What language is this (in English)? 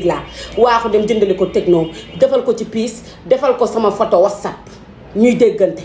Wolof